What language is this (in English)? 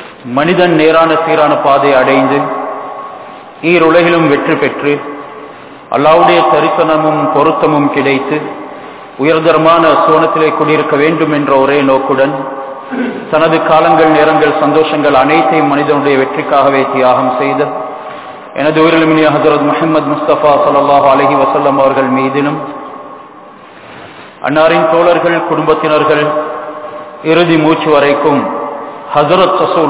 Tamil